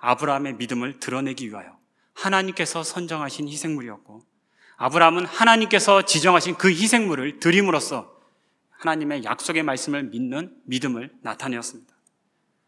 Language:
Korean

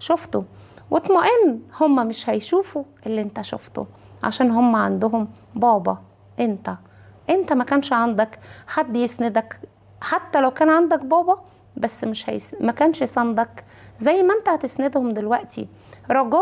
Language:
Egyptian Arabic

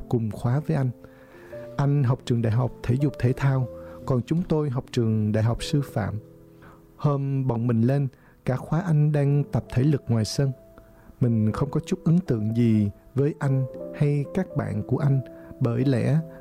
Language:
Vietnamese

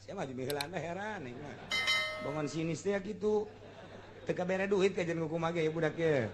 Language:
Sundanese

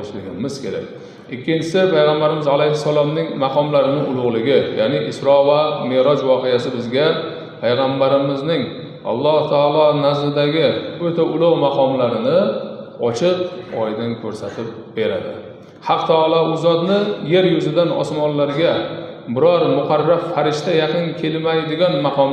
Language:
Uzbek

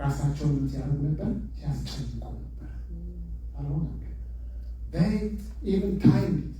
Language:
Amharic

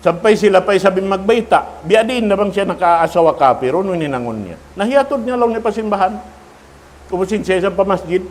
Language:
Tausug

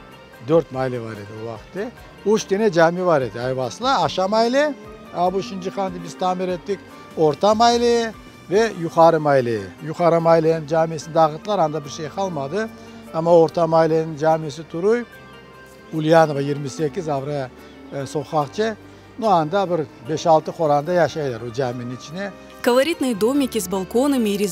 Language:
Crimean Tatar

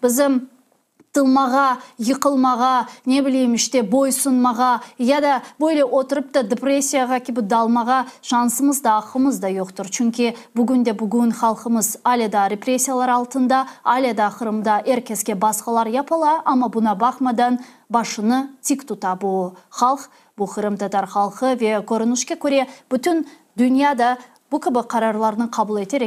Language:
Crimean Tatar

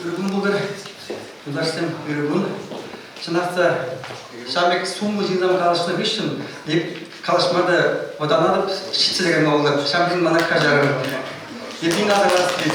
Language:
Chuvash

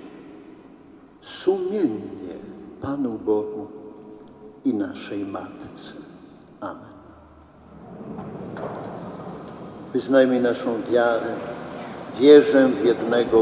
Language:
Polish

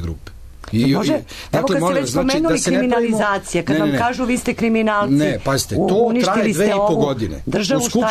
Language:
Serbian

